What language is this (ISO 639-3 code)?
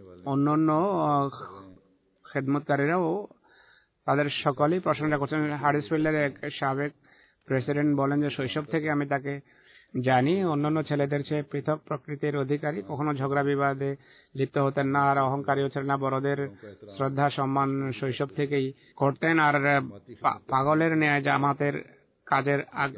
ben